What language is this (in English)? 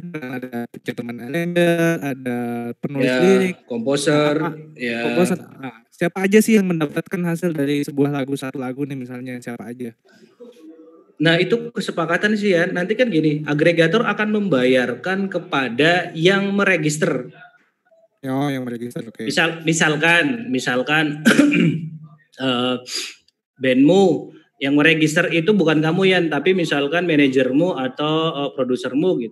Indonesian